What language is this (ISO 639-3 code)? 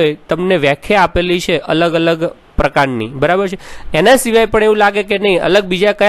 guj